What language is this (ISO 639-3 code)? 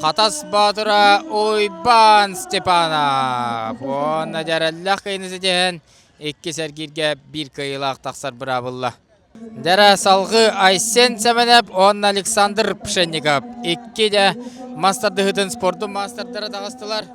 sah